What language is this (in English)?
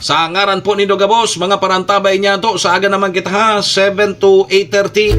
Bikol